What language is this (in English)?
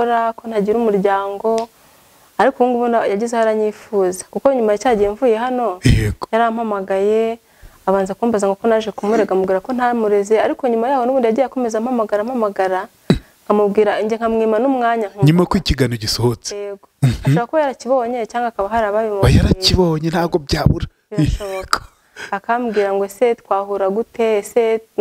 Kinyarwanda